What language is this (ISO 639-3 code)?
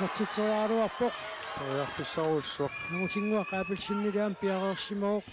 kal